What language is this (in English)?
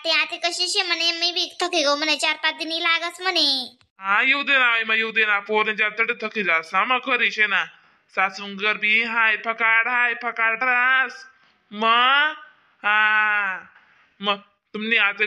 Khandesi